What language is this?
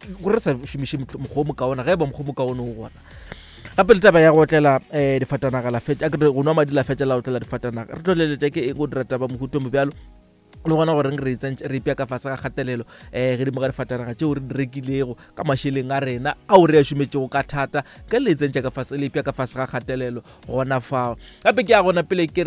Northern Sotho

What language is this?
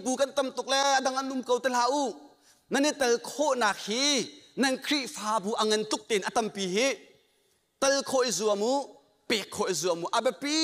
Hakha Chin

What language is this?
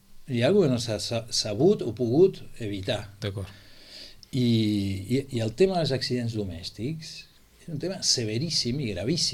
Catalan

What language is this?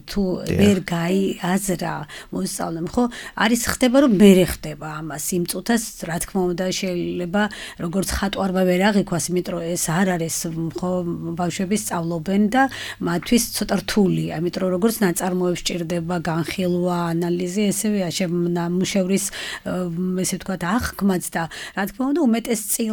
Georgian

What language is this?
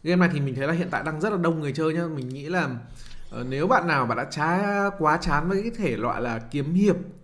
Vietnamese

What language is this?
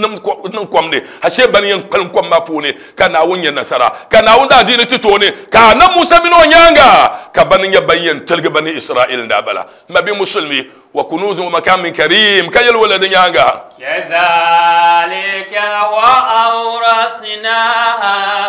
Dagbani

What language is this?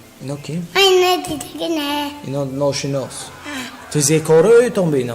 Tajik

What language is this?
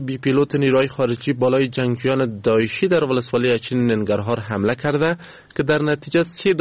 Persian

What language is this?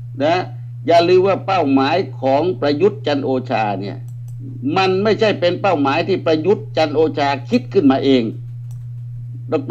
Thai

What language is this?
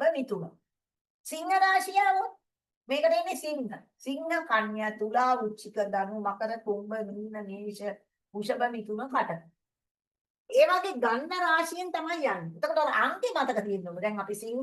Sinhala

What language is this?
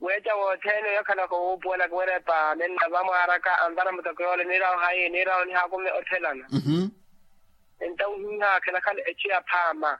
Makhuwa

